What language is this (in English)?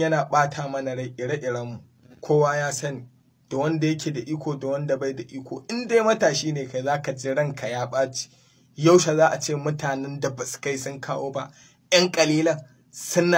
Hausa